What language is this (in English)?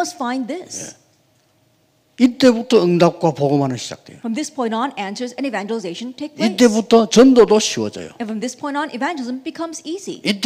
Korean